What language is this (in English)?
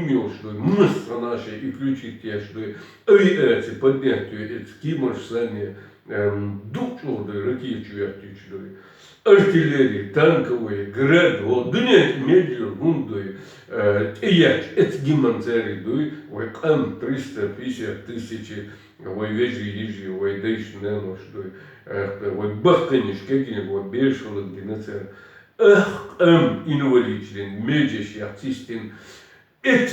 Chechen